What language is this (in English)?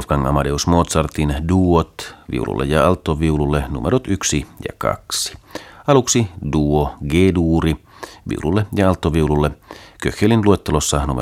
Finnish